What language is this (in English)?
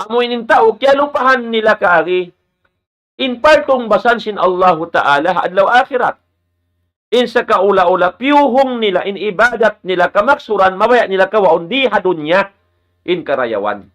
Tausug